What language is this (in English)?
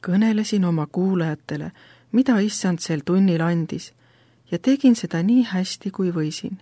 Estonian